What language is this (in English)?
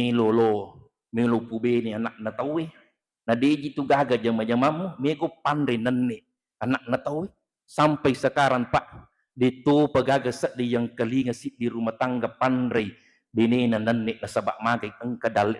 Buginese